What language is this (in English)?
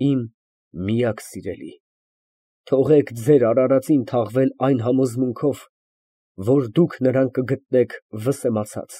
Armenian